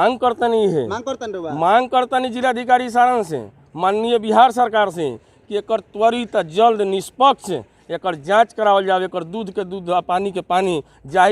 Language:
Bhojpuri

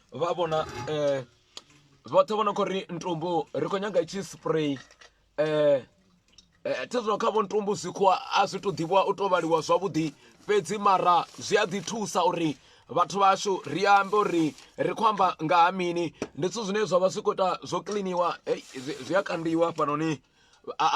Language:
Venda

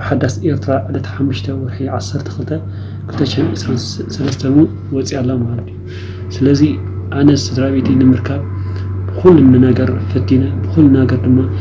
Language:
Tigrinya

